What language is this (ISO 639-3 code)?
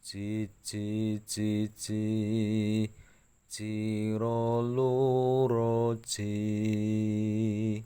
jav